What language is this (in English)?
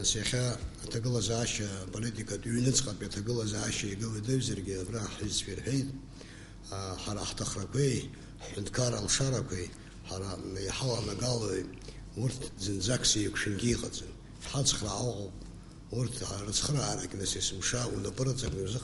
Abkhazian